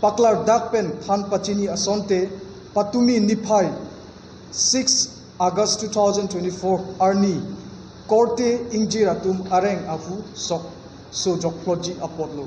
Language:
Karbi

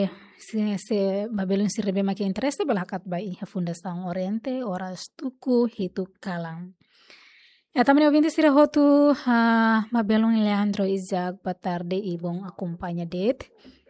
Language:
Tetum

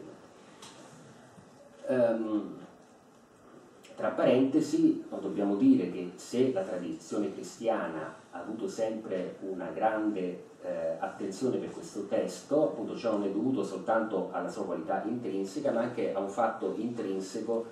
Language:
Italian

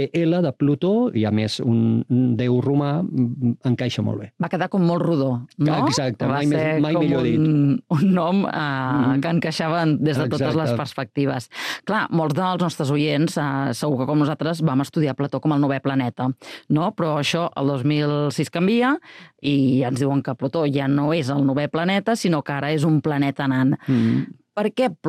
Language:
Catalan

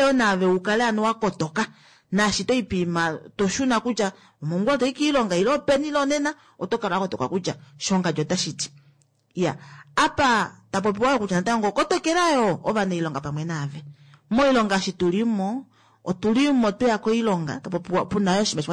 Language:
Kuanyama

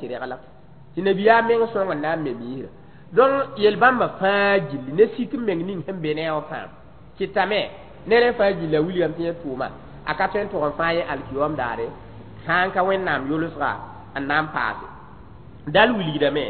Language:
Mossi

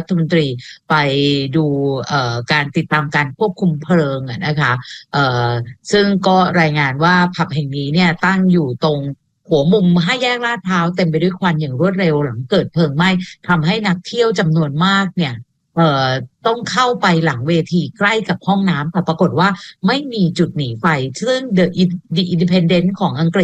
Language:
Thai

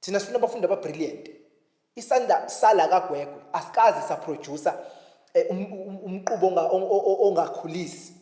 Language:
Zulu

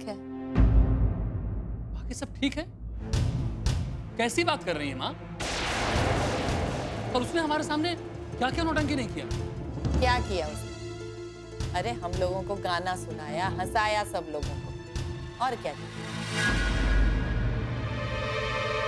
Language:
Hindi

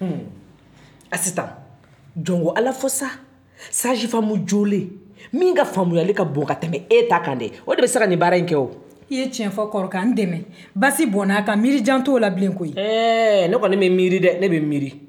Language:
Bambara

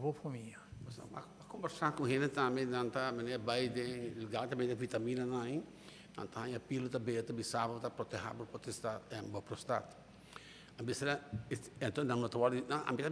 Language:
Papiamento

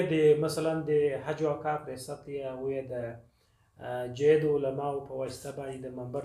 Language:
Pashto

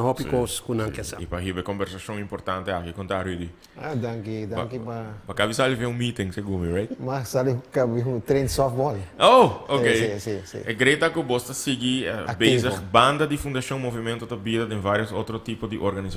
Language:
Papiamento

